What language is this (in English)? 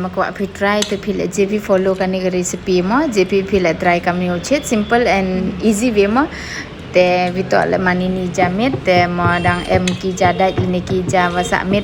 Pnar